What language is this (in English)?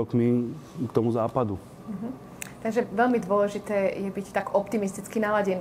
Slovak